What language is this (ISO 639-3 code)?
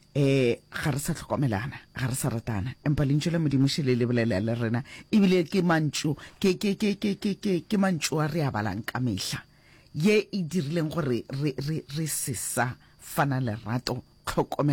nso